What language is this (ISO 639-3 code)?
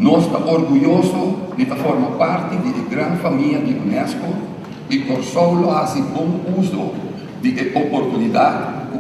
pap